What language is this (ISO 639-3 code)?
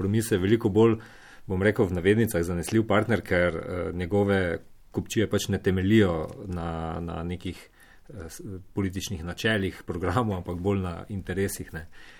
slv